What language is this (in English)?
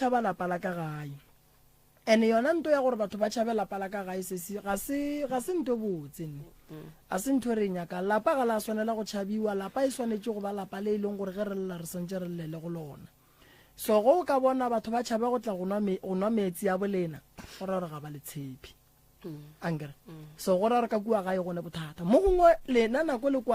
Northern Sotho